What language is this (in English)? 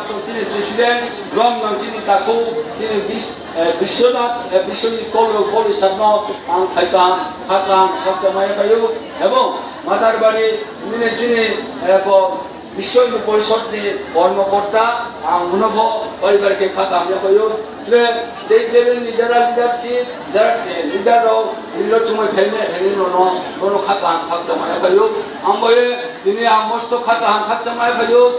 Riang (India)